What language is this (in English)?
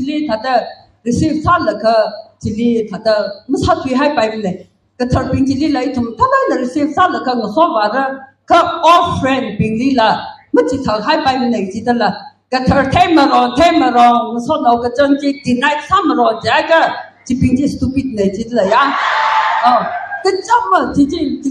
Tangkhul Naga (India)